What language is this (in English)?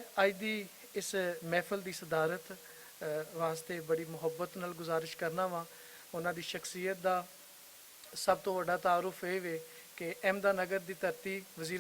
Western Panjabi